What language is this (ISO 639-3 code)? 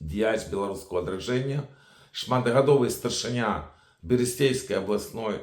bel